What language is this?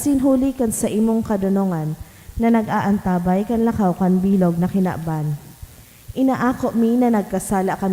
Bikol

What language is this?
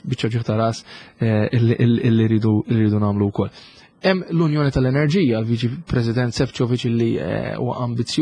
Maltese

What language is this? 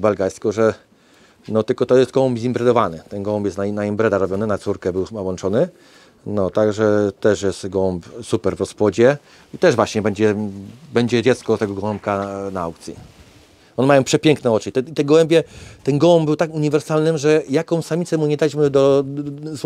Polish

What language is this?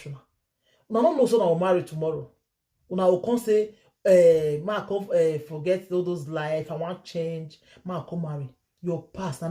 Nigerian Pidgin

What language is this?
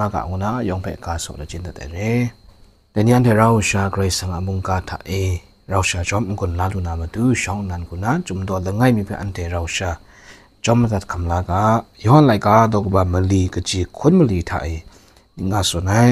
Kachin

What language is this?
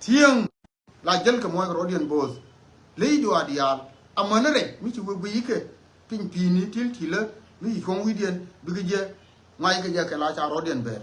Nuer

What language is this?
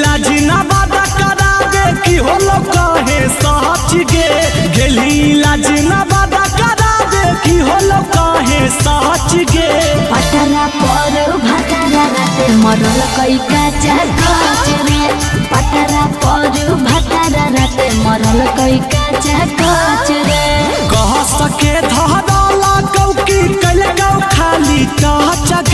Magahi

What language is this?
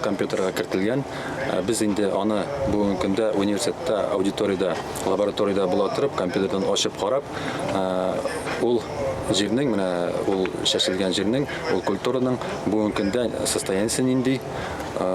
Tatar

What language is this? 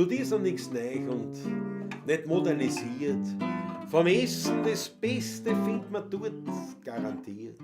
Bavarian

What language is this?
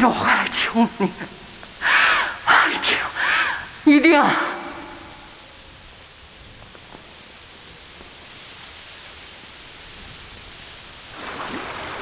Japanese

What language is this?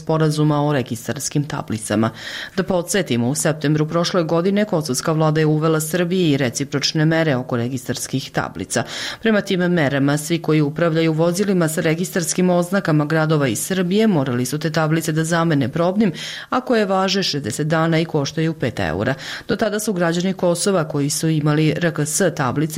Bosnian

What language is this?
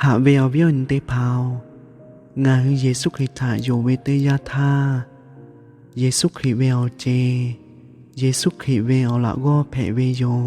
Lahu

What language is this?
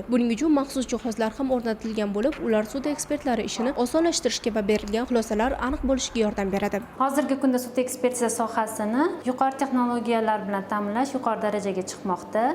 Uzbek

